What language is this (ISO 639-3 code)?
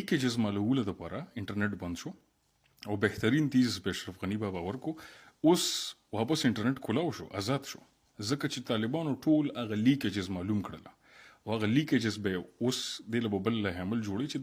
pus